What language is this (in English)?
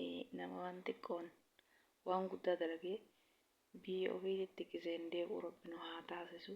Oromo